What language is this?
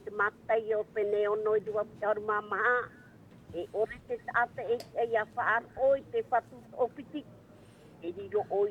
Tahitian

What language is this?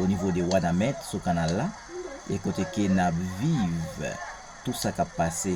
Haitian Creole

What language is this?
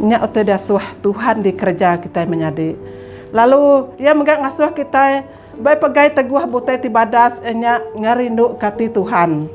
Iban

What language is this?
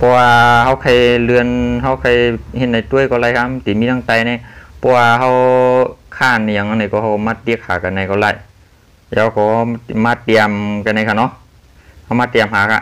Shan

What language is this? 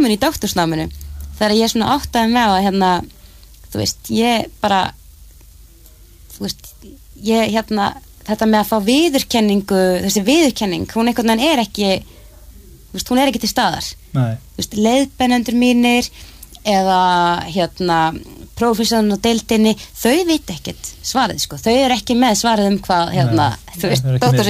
Icelandic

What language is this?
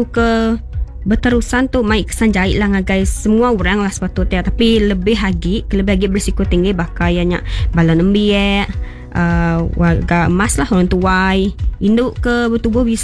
Iban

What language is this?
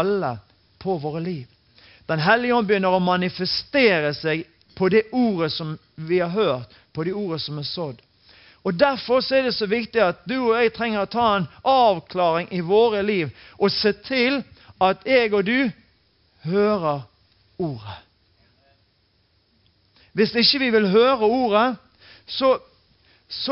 Norwegian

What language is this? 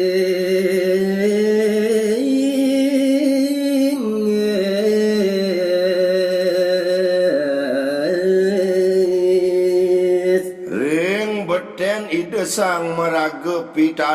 Balinese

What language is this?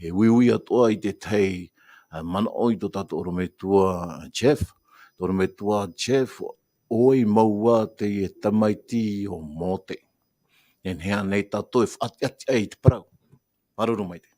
Tahitian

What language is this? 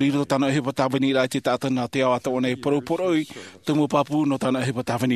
Tahitian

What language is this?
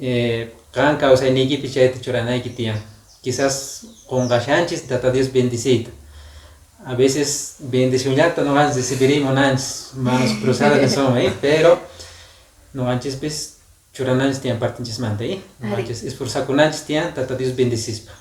Quechua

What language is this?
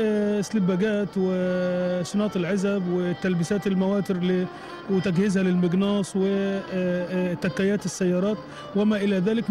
Gulf Arabic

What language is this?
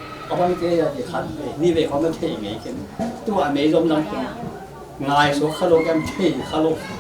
Tedim Chin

